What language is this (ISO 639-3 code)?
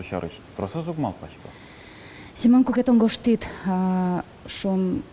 udm